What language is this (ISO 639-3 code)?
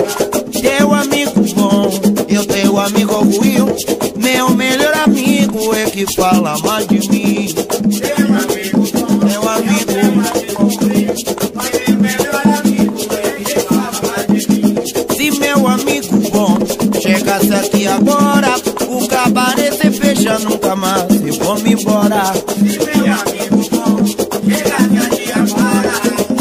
por